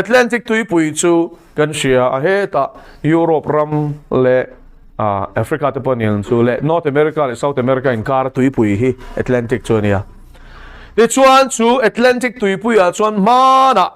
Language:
Mizo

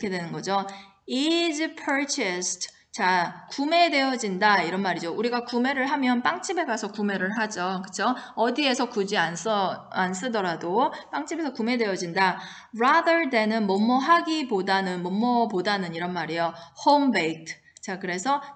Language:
Korean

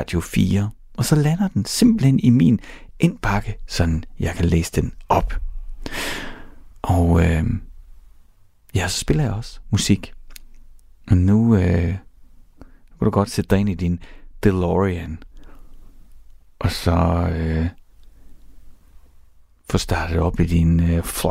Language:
Danish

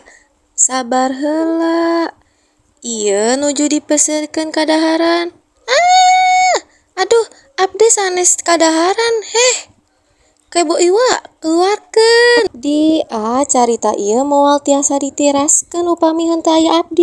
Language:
Sundanese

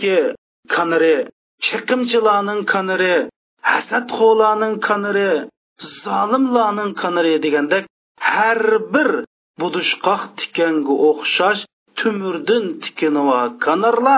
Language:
Uyghur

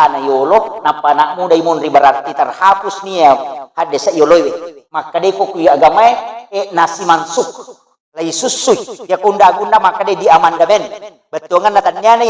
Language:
Buginese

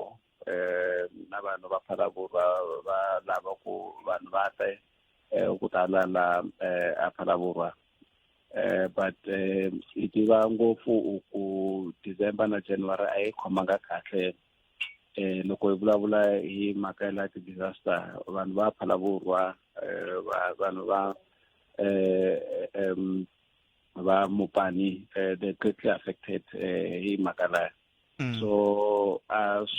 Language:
Tsonga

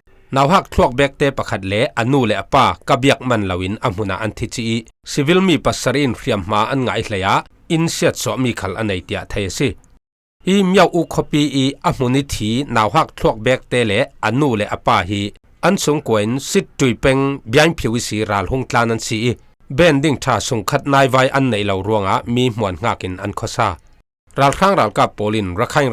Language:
Falam Chin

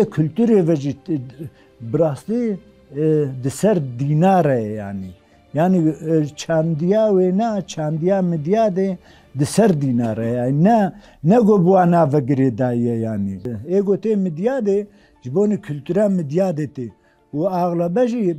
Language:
Kurdish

